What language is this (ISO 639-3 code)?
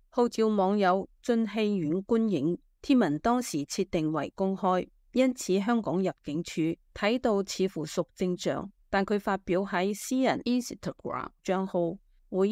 yue